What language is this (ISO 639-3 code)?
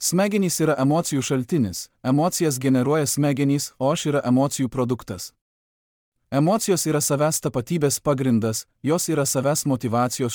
lit